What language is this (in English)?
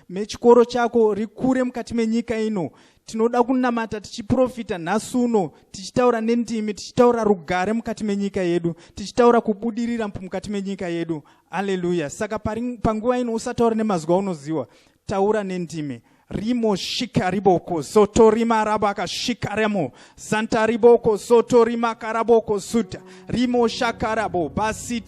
Shona